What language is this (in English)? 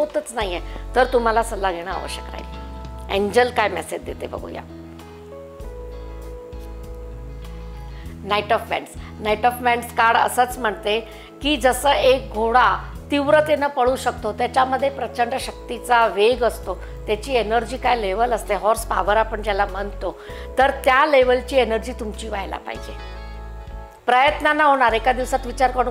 Marathi